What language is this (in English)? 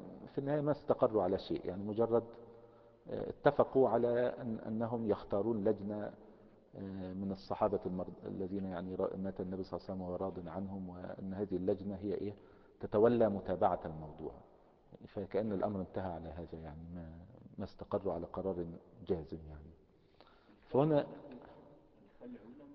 Arabic